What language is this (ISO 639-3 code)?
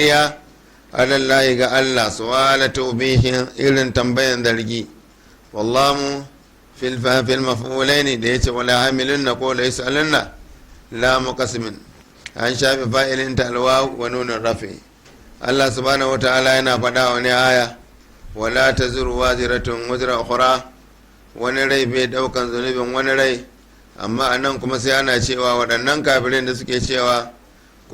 hau